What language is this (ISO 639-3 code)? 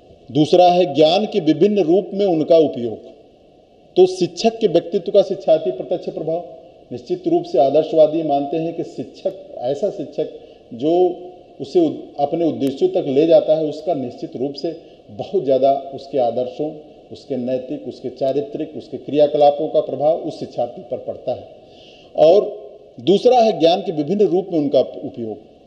hin